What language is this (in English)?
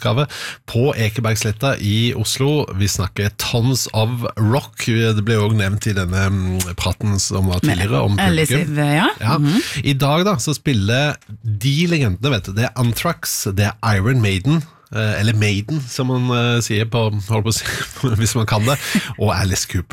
Norwegian